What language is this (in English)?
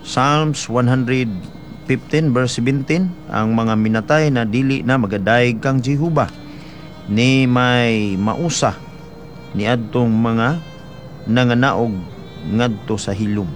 Cebuano